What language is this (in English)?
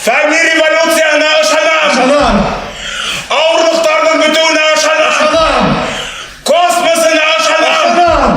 Bashkir